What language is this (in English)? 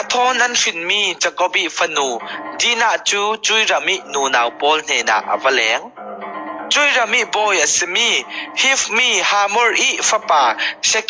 Falam Chin